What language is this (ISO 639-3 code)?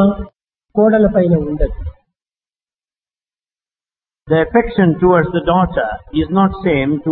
tel